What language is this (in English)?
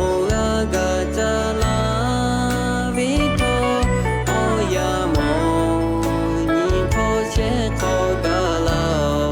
Lahu